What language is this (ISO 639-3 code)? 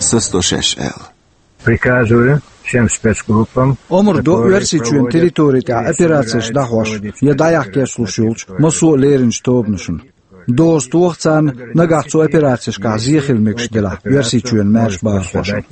che